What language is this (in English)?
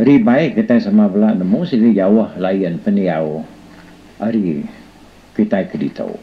Iban